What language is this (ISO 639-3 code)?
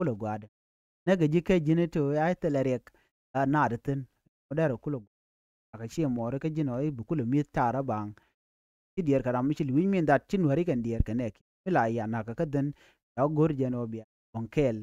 nus